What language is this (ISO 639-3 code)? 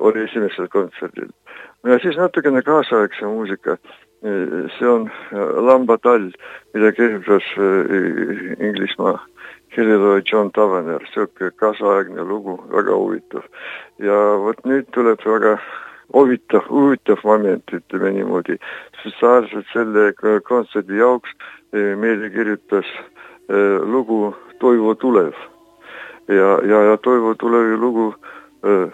est